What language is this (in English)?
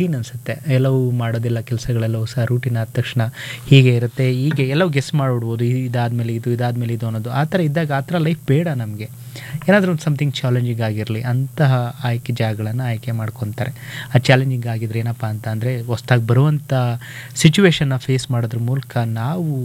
Kannada